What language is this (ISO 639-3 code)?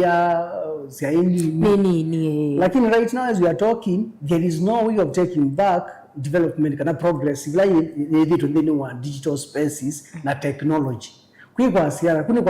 kam